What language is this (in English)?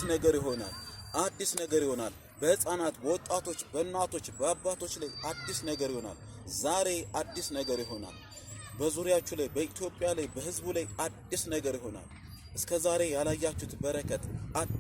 Amharic